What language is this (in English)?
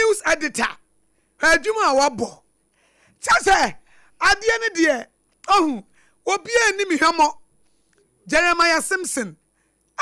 Akan